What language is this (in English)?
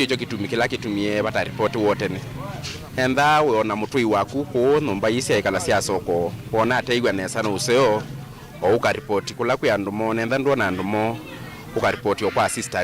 Kamba